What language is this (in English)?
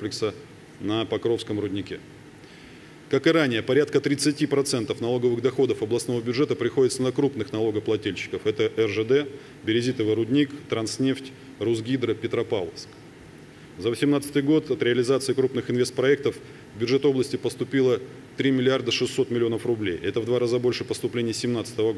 Russian